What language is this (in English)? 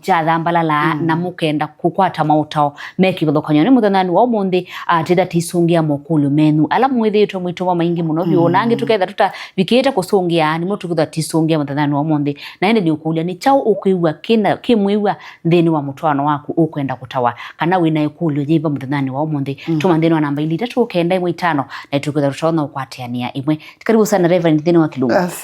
Kamba